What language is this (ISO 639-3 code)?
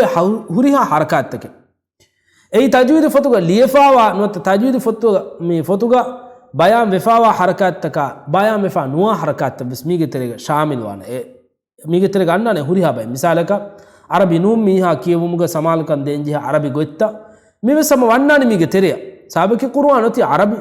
div